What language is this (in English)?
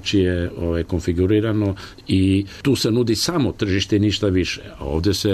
Serbian